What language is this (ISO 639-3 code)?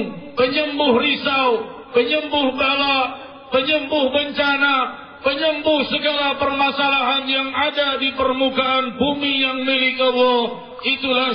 msa